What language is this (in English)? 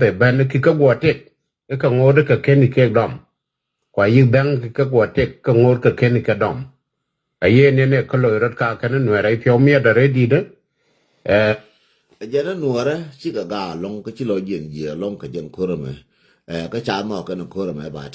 Nuer